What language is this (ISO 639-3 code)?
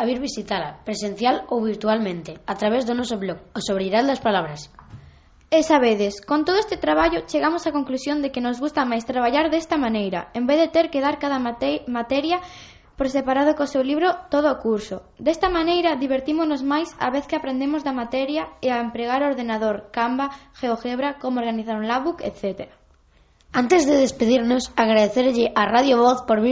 glg